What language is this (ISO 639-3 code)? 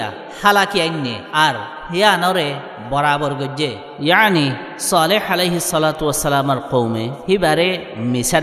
rhg